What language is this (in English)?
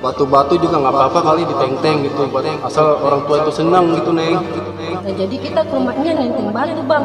Betawi